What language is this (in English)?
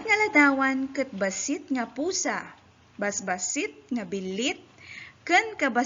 Iloko